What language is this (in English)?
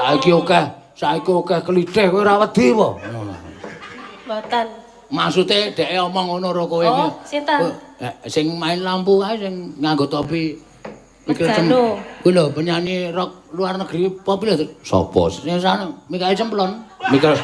Javanese